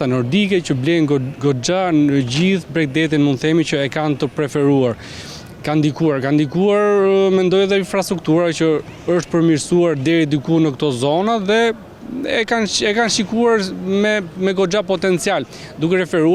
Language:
Albanian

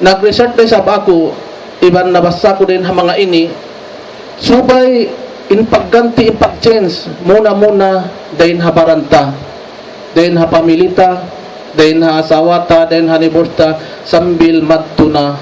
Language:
Tausug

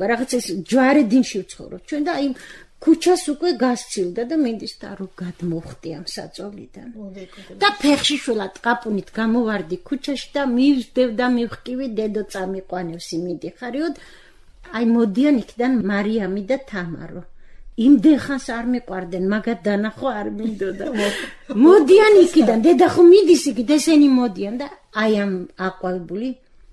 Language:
Georgian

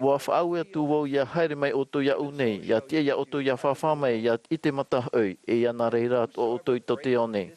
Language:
Tahitian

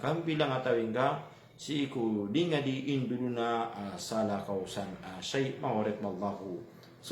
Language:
Maranao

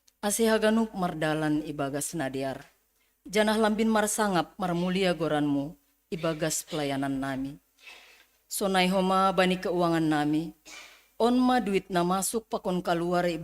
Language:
Batak Simalungun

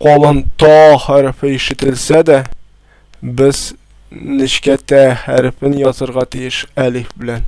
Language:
Tatar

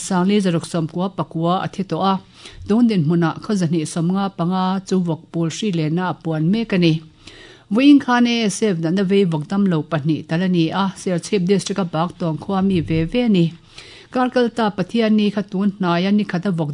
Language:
Mizo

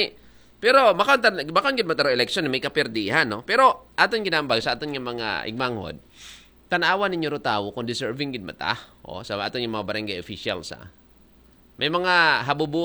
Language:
Aklanon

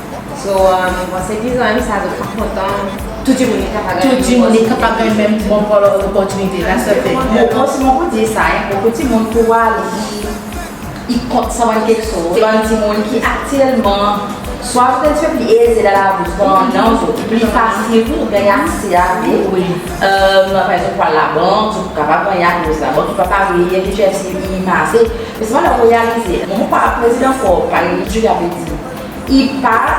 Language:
Seselwa Creole French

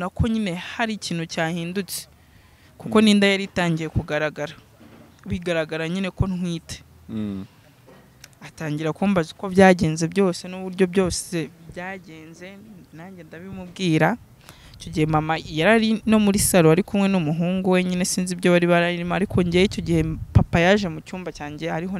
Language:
Kinyarwanda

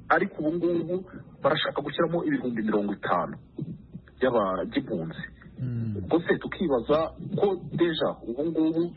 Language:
Kinyarwanda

